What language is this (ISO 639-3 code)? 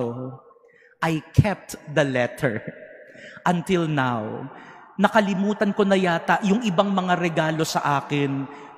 fil